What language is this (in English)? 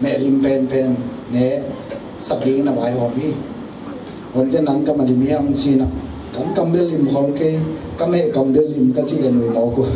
Tedim Chin